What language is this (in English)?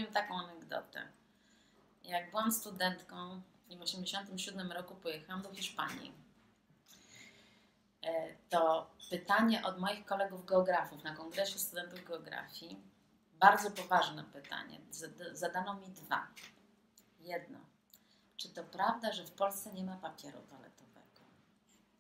Polish